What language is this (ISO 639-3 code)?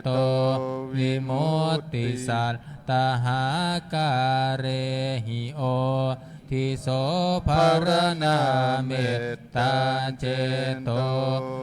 pli